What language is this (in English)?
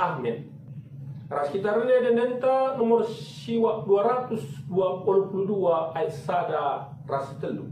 Batak Karo